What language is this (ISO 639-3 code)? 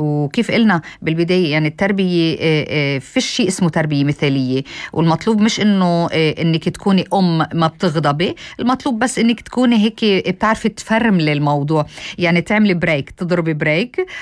apc